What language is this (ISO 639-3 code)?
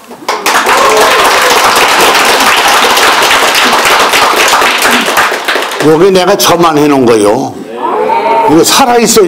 kor